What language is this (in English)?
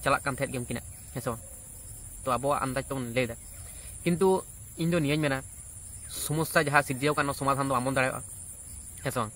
Santali